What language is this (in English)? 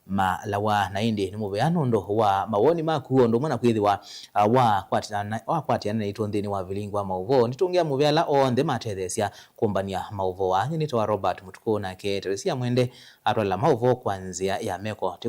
Kamba